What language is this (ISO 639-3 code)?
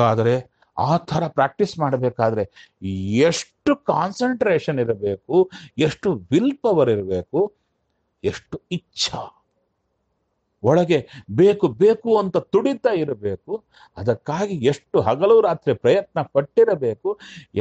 kan